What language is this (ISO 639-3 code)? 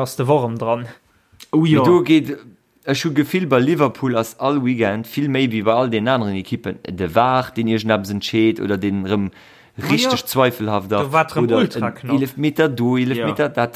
ltz